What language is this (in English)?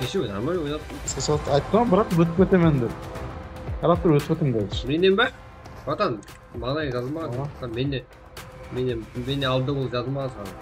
Kara-Kalpak